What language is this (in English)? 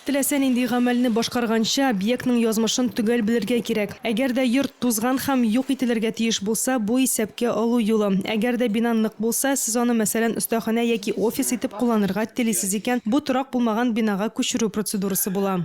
Tatar